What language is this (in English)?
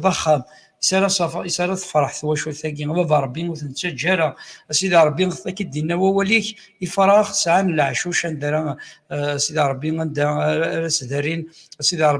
Kabyle